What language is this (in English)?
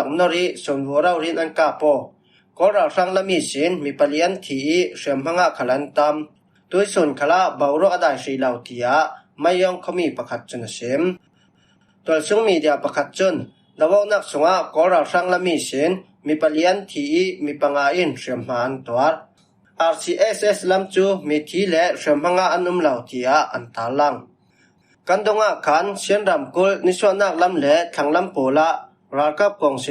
Falam Chin